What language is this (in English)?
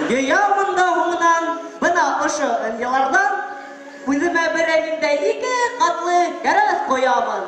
Bashkir